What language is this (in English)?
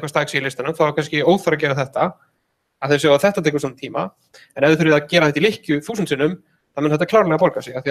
Icelandic